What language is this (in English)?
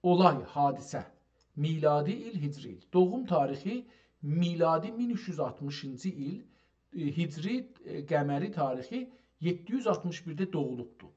South Azerbaijani